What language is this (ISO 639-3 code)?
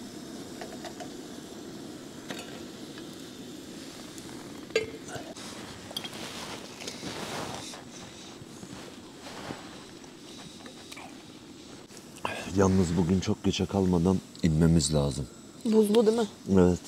tur